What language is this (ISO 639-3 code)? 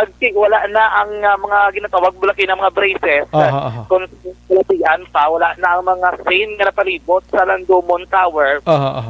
hil